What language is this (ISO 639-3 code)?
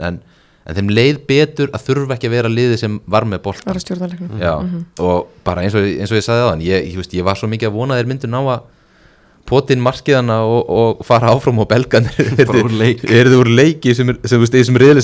isl